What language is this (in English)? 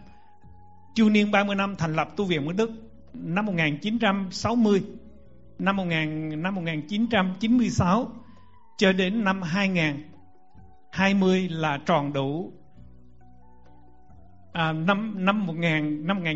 Vietnamese